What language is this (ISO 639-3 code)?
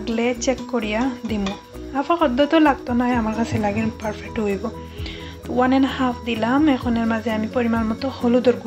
syl